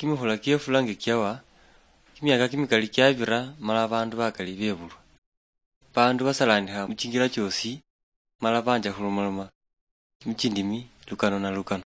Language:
Luyia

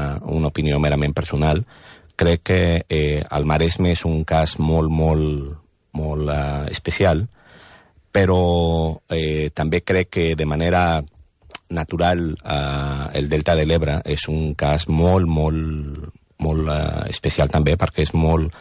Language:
Catalan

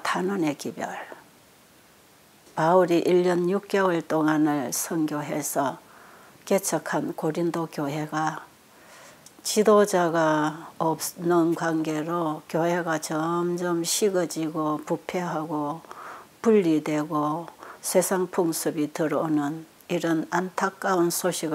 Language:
Korean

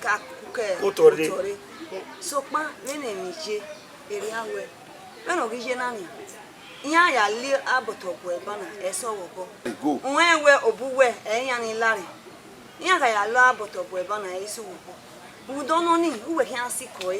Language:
Bini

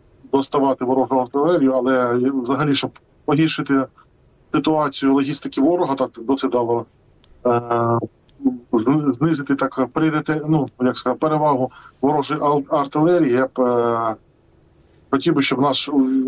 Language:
Ukrainian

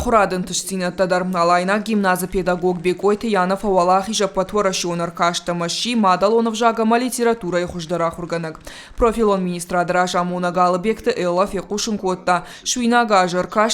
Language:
Ossetic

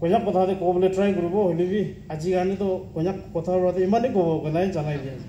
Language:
Naga Pidgin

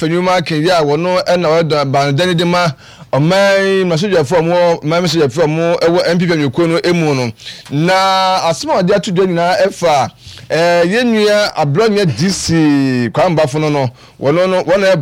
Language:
Akan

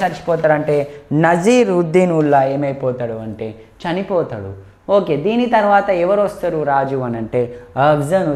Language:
Telugu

